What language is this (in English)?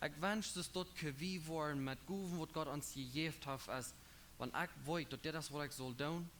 Plautdietsch